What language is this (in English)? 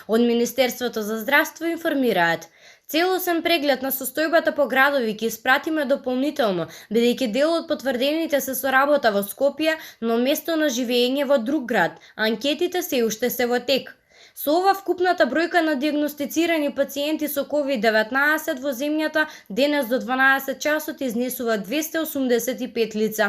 Macedonian